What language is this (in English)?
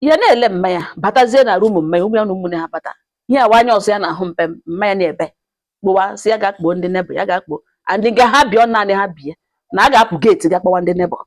Igbo